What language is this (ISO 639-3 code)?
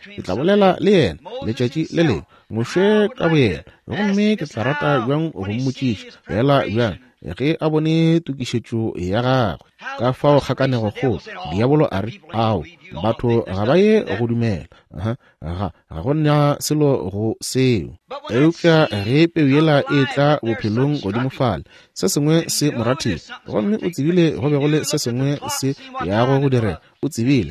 nso